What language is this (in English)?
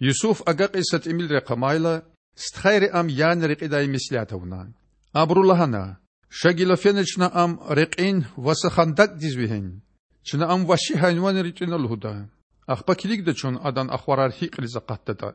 Lezghian